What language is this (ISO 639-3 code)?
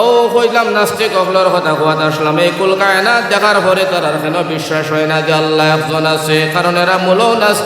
syl